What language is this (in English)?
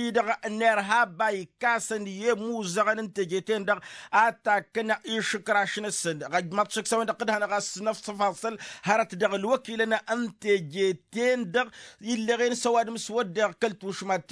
Tamasheq